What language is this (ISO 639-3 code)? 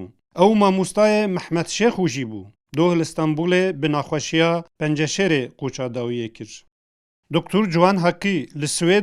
kur